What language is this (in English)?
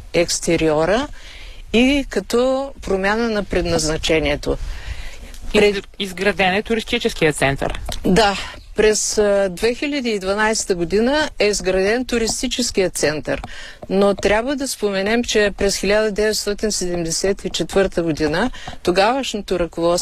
Bulgarian